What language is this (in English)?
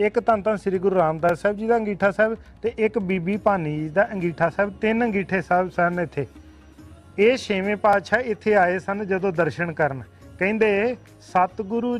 Punjabi